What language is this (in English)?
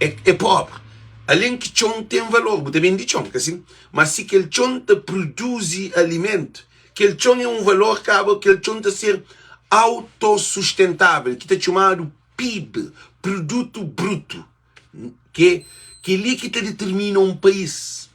Kabuverdianu